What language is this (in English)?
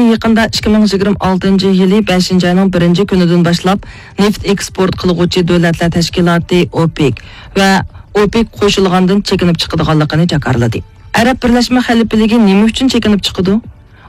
Uyghur